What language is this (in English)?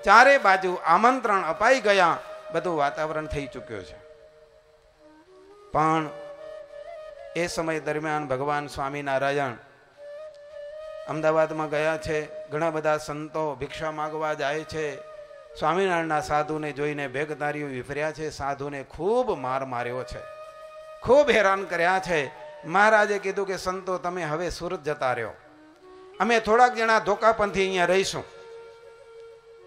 Gujarati